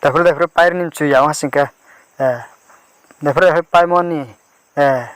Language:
Riang (India)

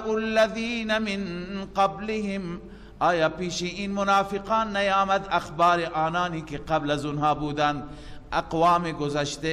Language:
Persian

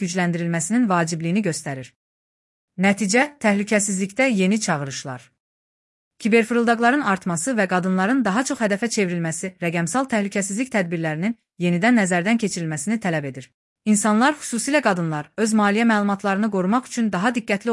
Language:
Azerbaijani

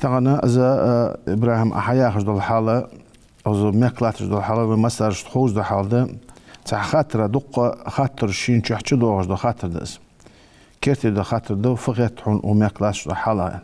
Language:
Ingush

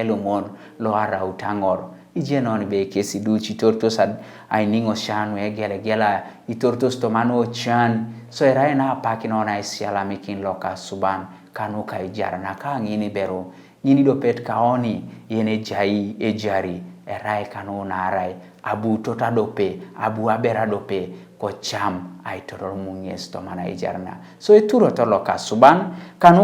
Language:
Teso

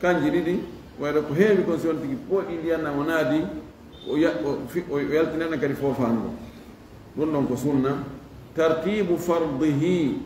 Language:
Fula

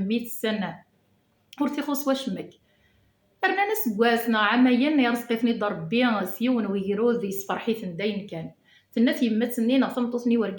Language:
Kabyle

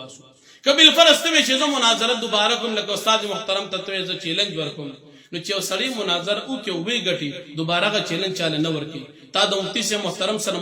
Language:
Pashto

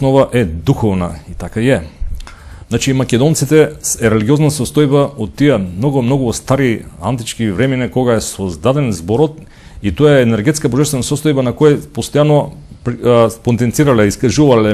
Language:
Macedonian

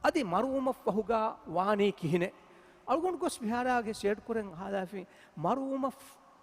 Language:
Divehi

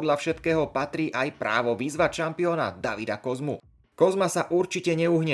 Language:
Slovak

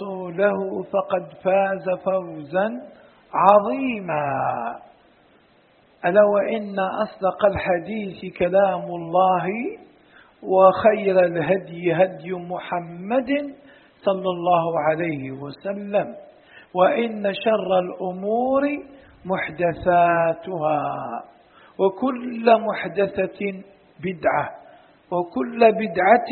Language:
Arabic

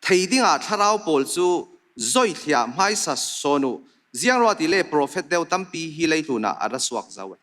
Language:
Falam Chin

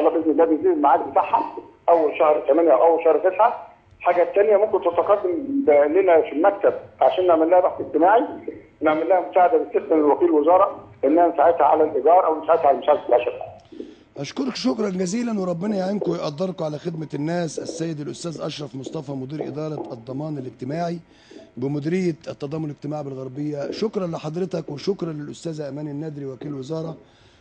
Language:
Egyptian Arabic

